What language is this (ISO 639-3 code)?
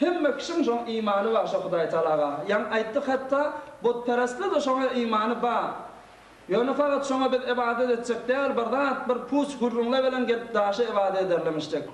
tuk